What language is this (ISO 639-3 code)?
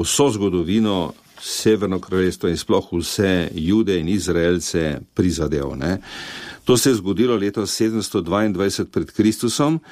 slv